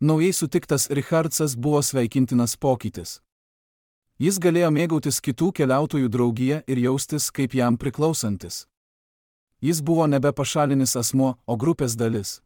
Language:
Lithuanian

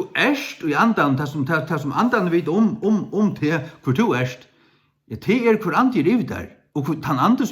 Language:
Faroese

